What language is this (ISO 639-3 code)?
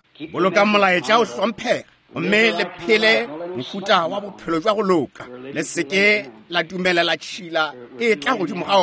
nso